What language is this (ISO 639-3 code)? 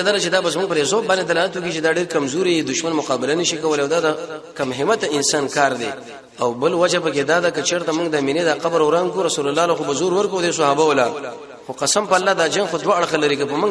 pus